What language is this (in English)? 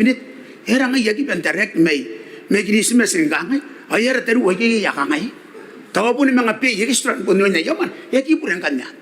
Gilbertese